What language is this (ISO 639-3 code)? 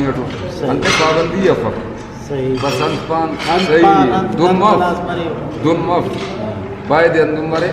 brh